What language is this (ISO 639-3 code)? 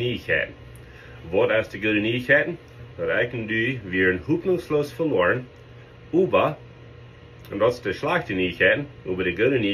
pdt